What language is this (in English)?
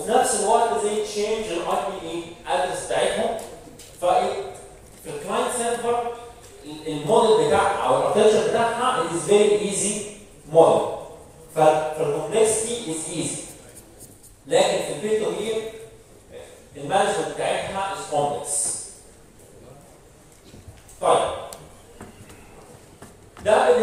Egyptian Arabic